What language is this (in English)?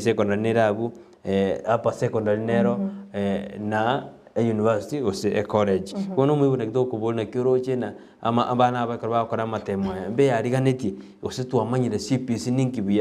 Gusii